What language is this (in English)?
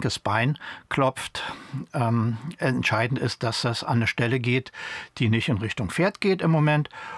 German